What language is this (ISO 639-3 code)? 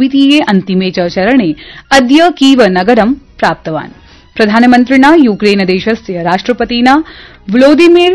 san